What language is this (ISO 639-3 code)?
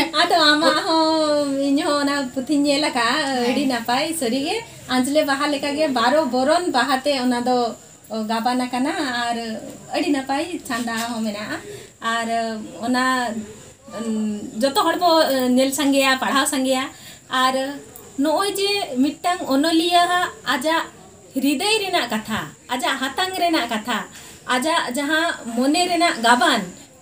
sat